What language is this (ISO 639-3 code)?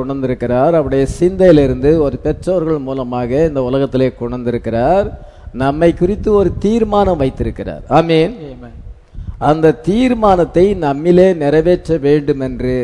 tam